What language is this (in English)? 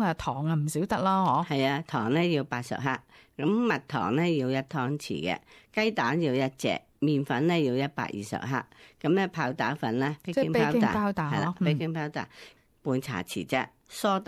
Cantonese